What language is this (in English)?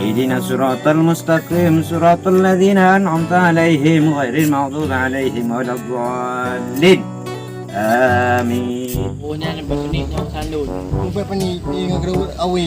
Achinese